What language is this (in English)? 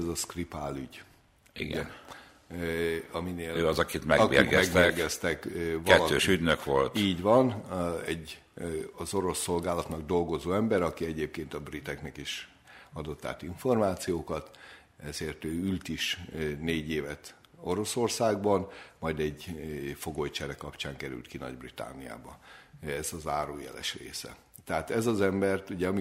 Hungarian